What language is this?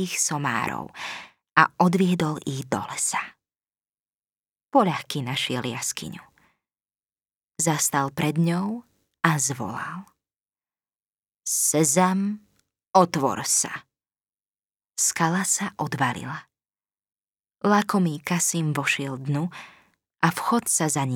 Slovak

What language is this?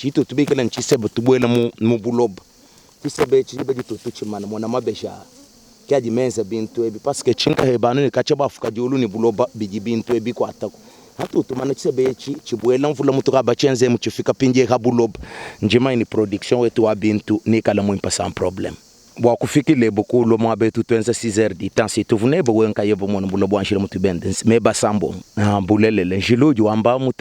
Luba-Lulua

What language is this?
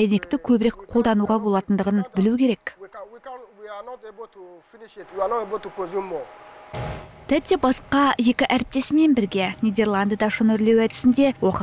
Kazakh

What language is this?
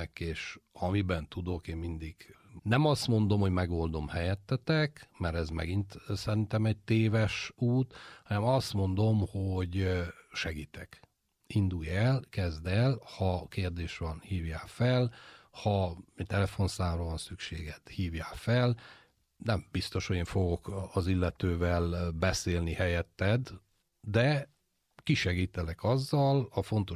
Hungarian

